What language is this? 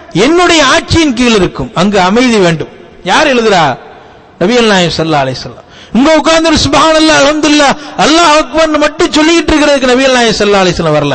Tamil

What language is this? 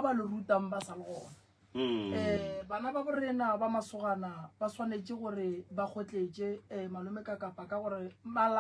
Northern Sotho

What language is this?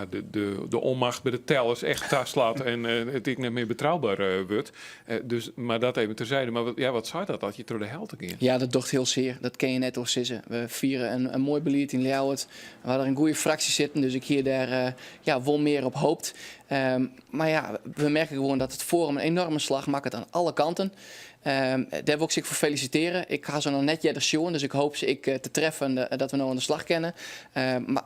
Western Frisian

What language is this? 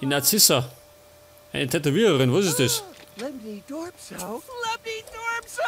Bavarian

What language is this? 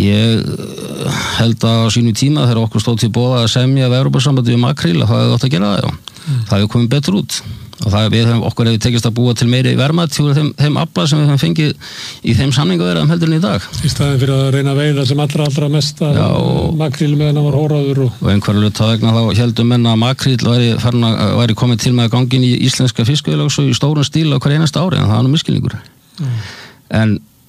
Icelandic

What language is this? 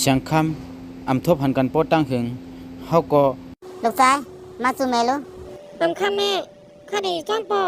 Shan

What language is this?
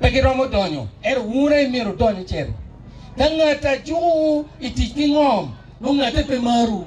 Acoli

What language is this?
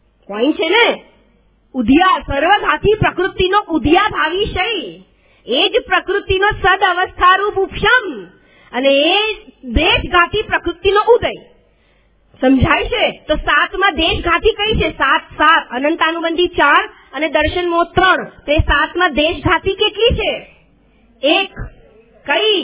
Gujarati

